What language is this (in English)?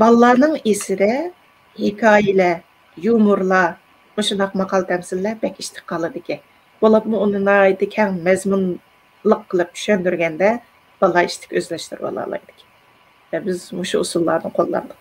Uyghur